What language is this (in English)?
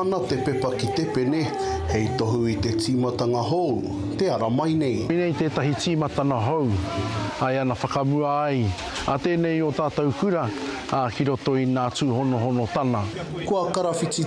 Māori